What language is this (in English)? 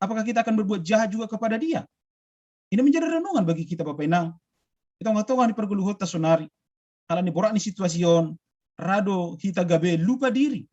Batak Simalungun